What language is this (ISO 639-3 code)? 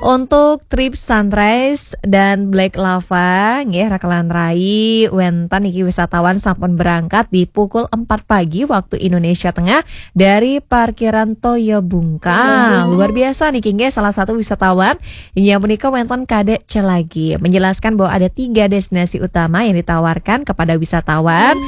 ban